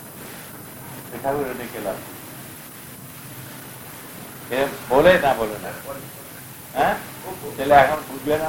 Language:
Bangla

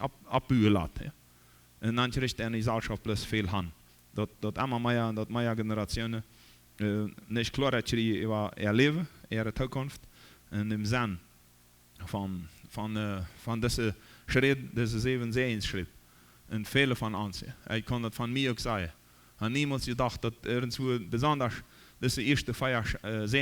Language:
Plautdietsch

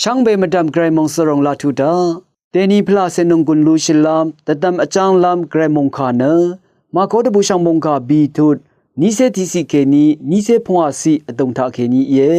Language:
Rawang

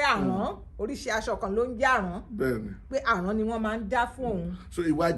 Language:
Yoruba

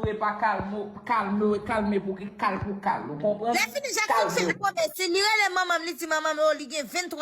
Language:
Haitian Creole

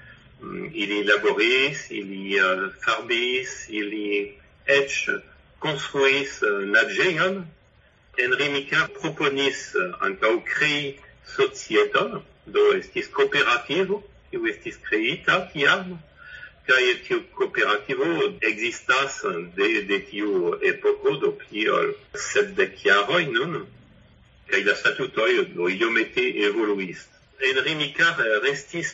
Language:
Esperanto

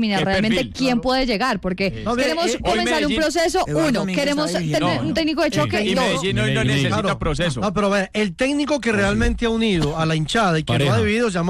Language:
Spanish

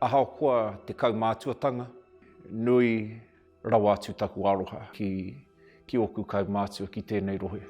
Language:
Māori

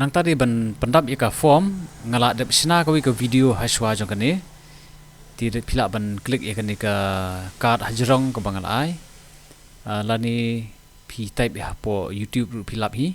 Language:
Khasi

